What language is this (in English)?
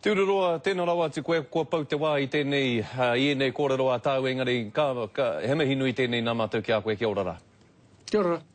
Māori